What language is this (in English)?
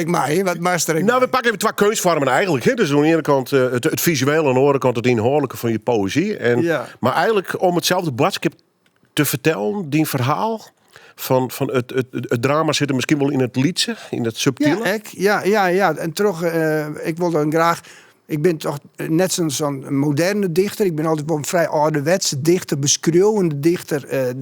Western Frisian